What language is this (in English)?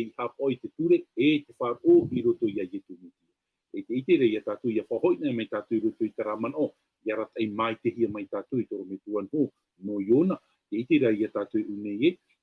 Tahitian